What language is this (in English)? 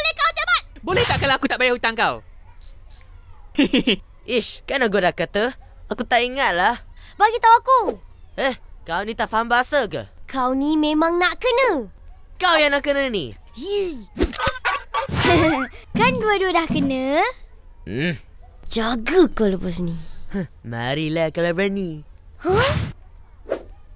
Malay